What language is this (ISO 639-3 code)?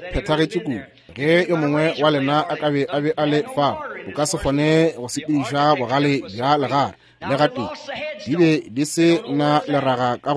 nso